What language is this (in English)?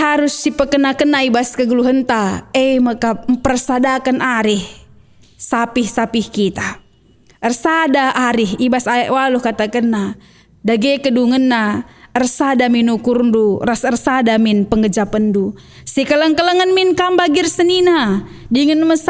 Batak Karo